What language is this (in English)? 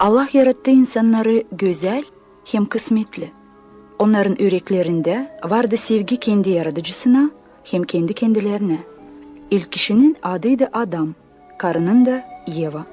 Gagauz